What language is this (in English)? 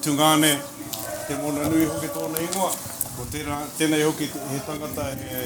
Māori